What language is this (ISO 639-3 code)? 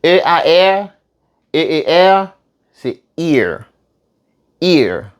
hat